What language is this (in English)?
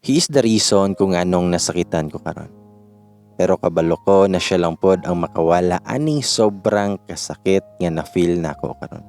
Cebuano